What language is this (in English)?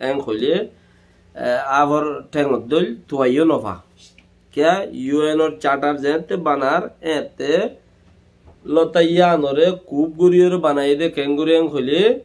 Rohingya